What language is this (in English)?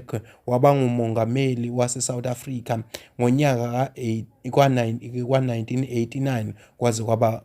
Zulu